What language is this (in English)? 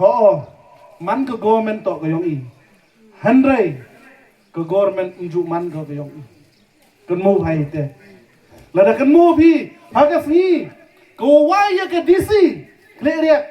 Khasi